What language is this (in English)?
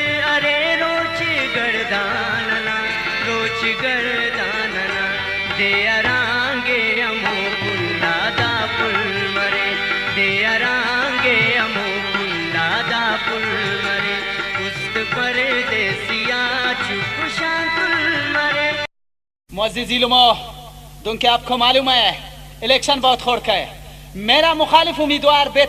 Brahui